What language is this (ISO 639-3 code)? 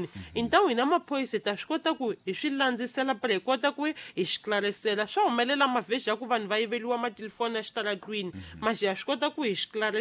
tso